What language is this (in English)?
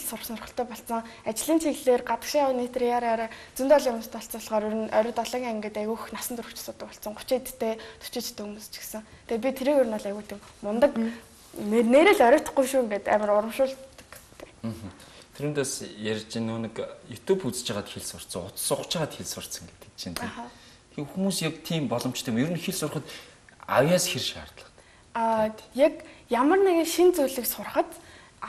Mongolian